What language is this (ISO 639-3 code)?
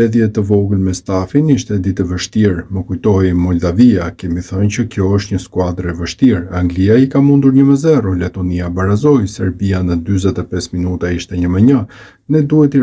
sqi